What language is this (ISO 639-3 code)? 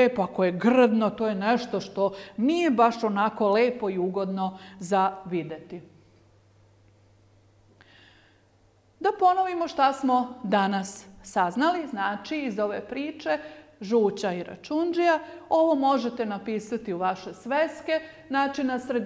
srp